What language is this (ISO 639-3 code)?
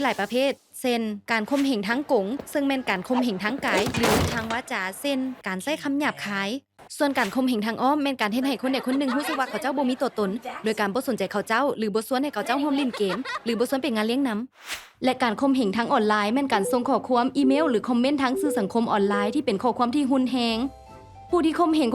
lao